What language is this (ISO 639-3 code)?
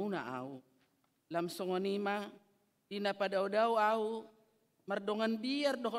bbc